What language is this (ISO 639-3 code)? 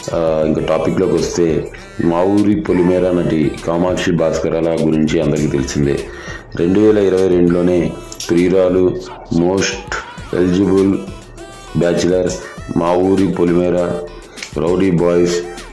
tel